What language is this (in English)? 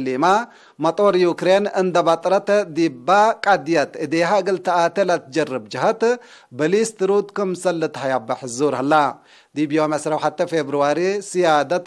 Tigre